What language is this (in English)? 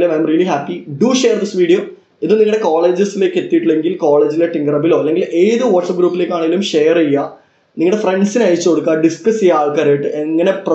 Malayalam